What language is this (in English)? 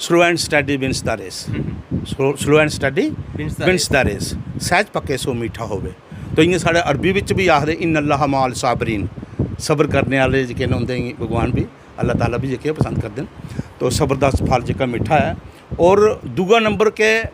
Dogri